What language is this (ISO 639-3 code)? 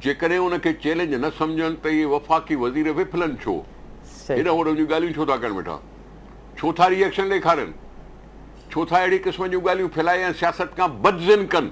snd